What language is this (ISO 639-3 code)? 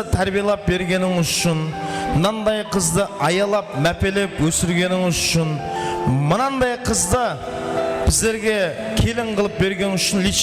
kaa